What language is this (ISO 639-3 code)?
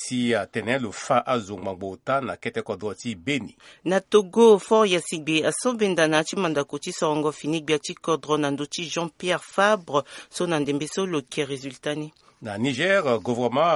sag